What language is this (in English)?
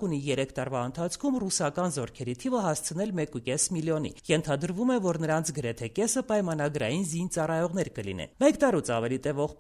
Armenian